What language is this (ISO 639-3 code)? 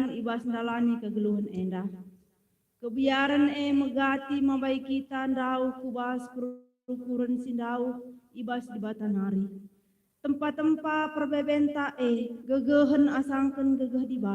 btx